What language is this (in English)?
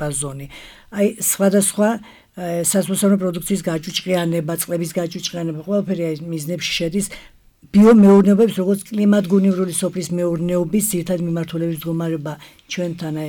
Georgian